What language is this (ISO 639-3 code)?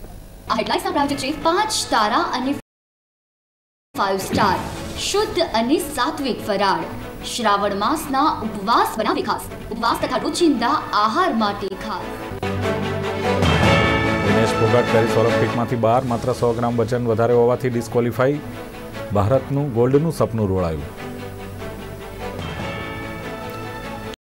guj